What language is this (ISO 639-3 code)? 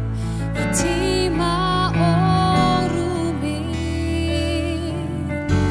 isl